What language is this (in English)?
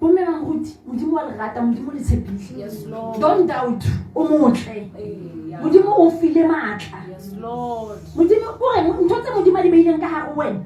Southern Sotho